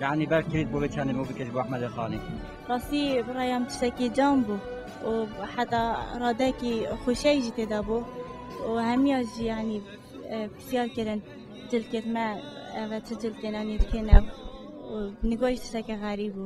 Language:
Kurdish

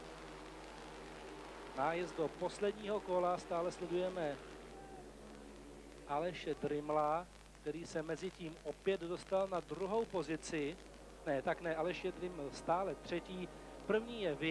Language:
Czech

